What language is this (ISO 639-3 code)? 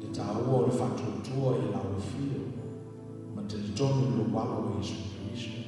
smo